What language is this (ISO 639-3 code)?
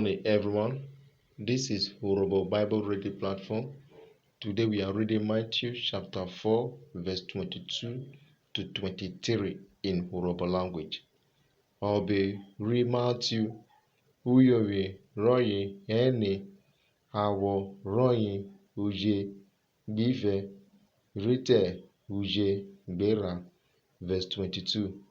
urh